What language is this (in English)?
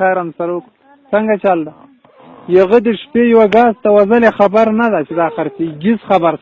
Pashto